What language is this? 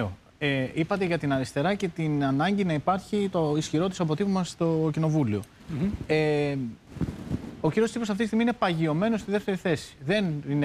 Greek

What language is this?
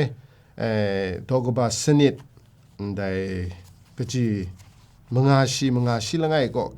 Kachin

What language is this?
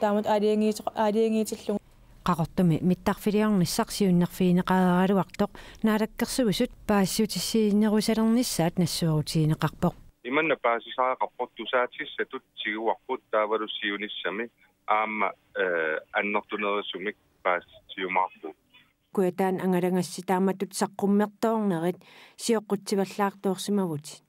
Kalaallisut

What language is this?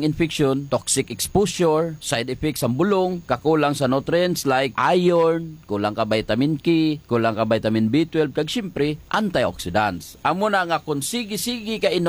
Hiligaynon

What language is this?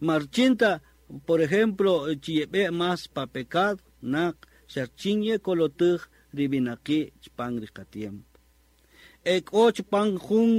Kaqchikel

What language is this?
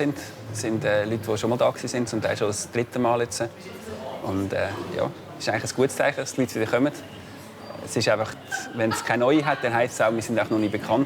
Swiss German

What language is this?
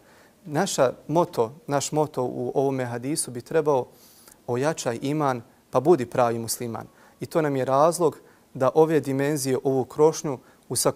Bosnian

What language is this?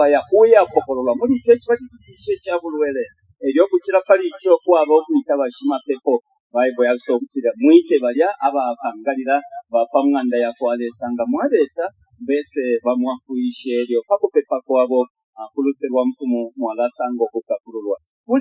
Bemba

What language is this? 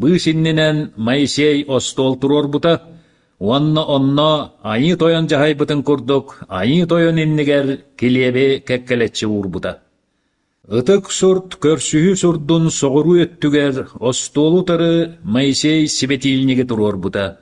Yakut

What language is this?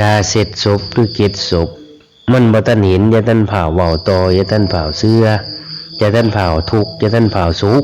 Lao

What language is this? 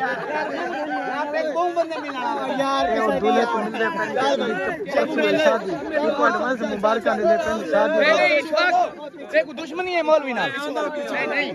Saraiki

